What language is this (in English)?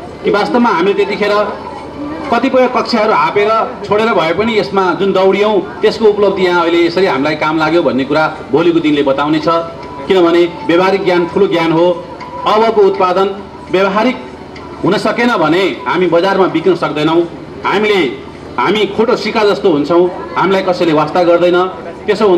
Nepali